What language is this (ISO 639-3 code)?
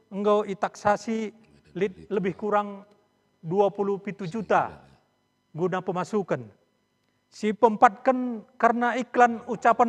btx